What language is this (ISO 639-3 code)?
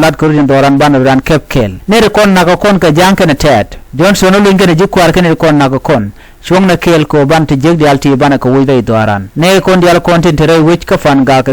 nus